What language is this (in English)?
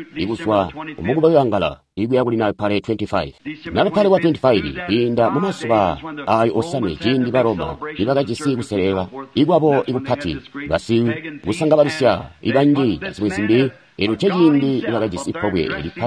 Tonga (Zambia)